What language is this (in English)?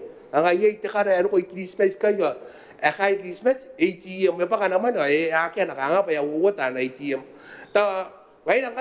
Gilbertese